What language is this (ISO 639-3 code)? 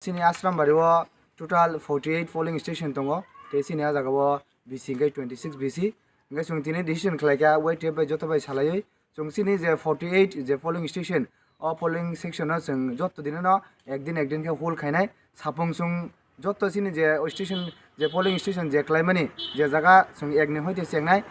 trp